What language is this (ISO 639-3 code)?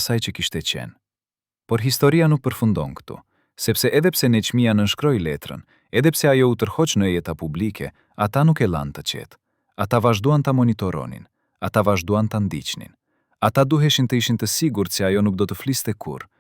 sqi